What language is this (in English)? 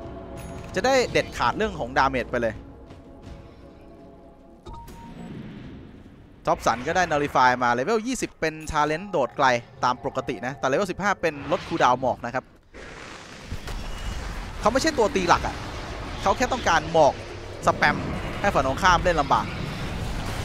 Thai